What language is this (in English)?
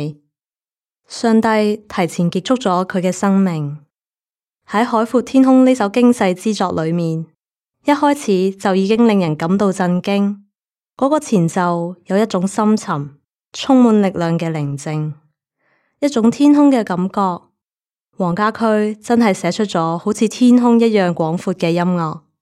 Cantonese